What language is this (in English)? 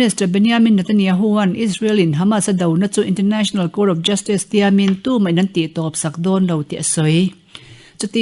Mizo